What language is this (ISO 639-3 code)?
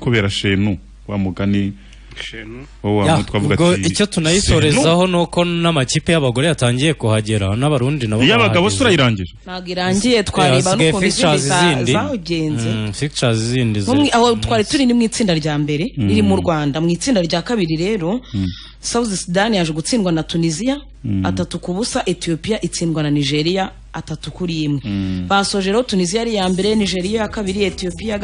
kin